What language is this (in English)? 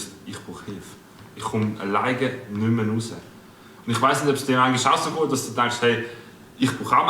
Swiss German